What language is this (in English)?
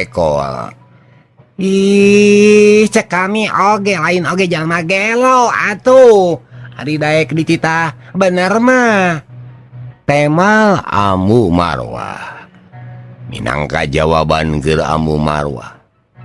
Sundanese